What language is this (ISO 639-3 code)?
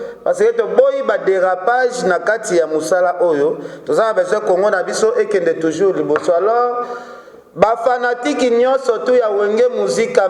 lin